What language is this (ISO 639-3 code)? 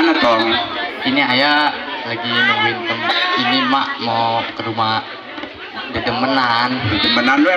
bew